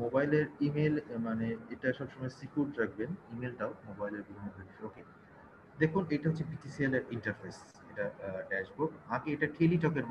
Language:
Bangla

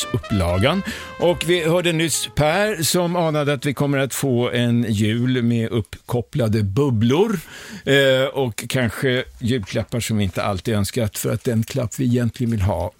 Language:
Swedish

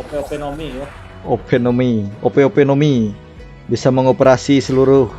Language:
Banjar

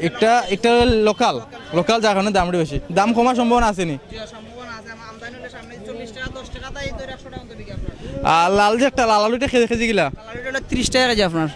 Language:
Sylheti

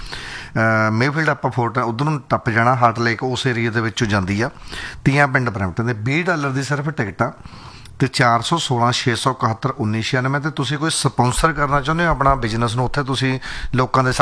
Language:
Punjabi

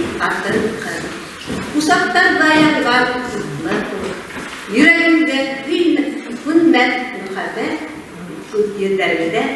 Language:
Bashkir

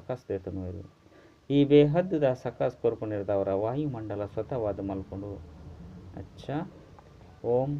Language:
Tulu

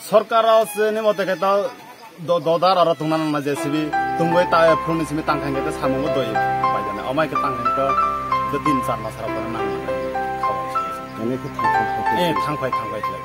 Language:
Kok Borok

